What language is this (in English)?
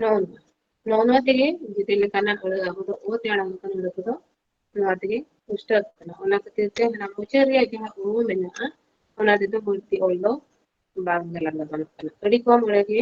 Santali